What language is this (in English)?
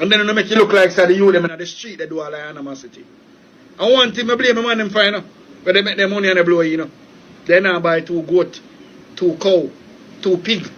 Jamaican Creole English